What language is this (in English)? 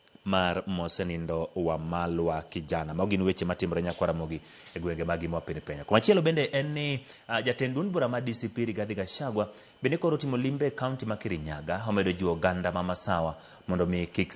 Luo (Kenya and Tanzania)